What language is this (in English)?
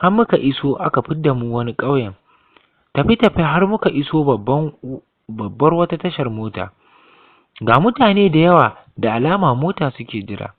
Hausa